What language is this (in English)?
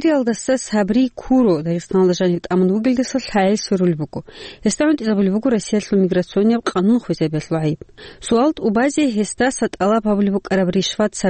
Avaric